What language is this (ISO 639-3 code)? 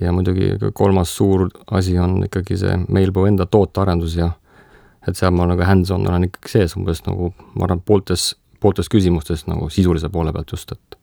est